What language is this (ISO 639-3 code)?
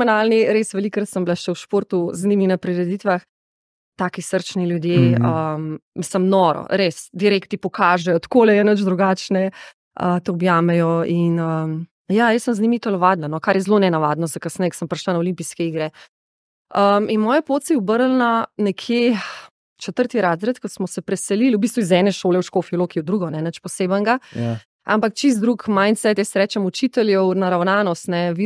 slv